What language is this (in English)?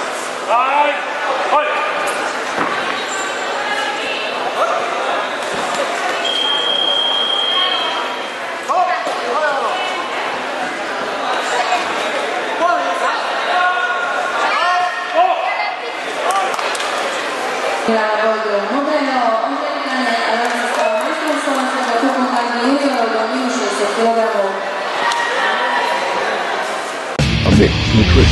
Slovak